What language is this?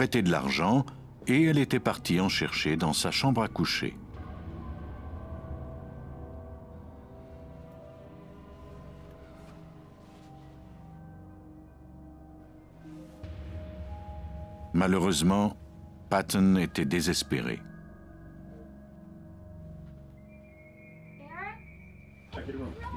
French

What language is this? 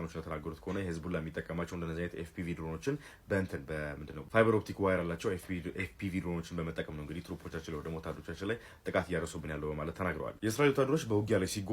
Amharic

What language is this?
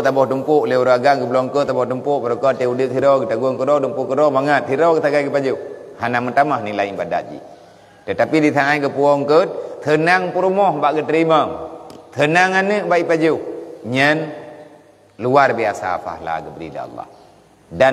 Achinese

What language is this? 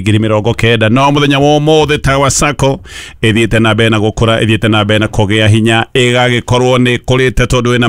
Kikuyu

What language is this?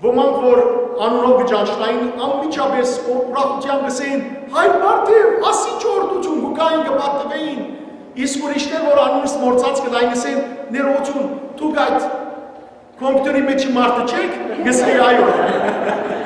Western Armenian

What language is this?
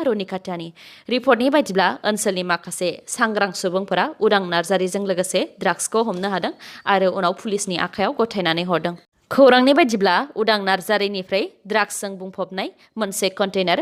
Bodo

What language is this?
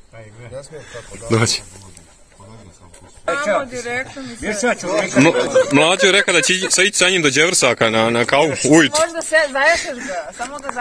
Croatian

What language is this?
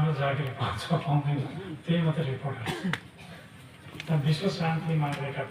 Nepali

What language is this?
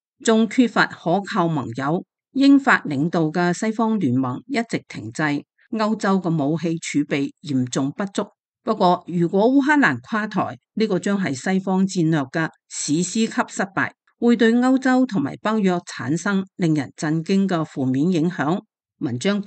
Cantonese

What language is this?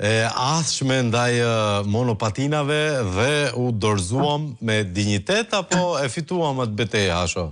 Albanian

